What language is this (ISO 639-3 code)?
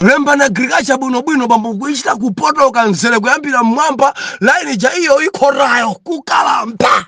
nya